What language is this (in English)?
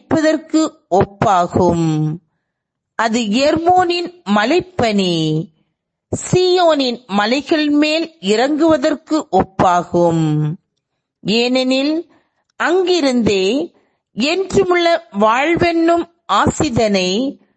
Tamil